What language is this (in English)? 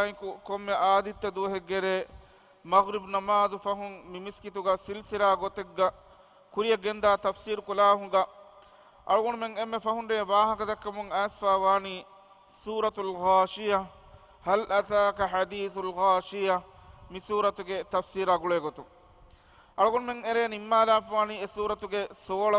Divehi